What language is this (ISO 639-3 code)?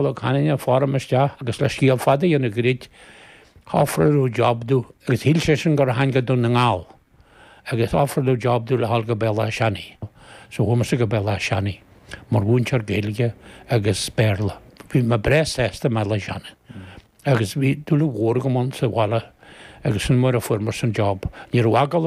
gle